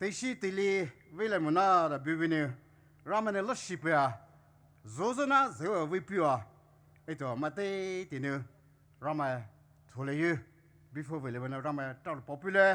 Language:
Poumei Naga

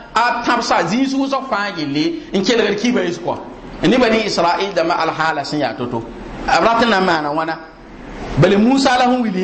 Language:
Mossi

